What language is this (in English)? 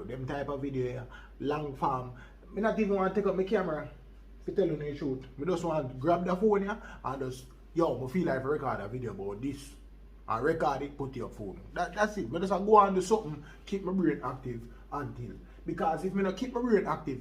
Jamaican Creole English